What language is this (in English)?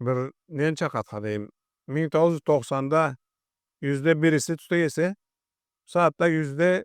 Karachay-Balkar